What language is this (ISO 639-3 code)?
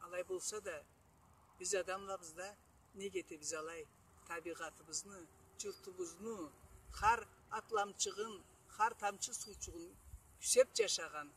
krc